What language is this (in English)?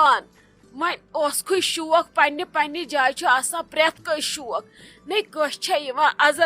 Kashmiri